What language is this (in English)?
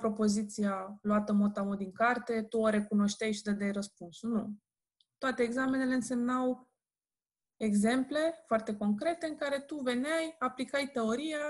Romanian